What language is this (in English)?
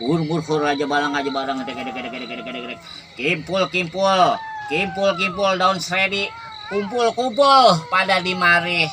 Betawi